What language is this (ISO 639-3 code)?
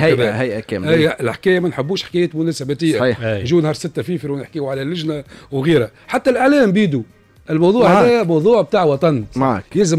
aeb